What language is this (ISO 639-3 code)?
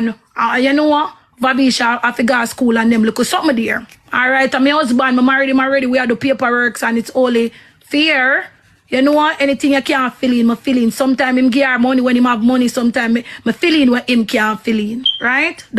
jam